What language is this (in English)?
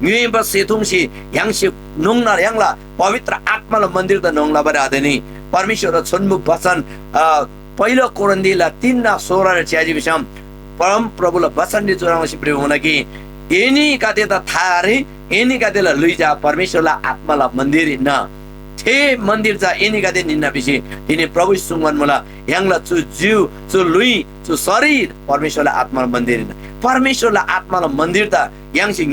Eastern Tamang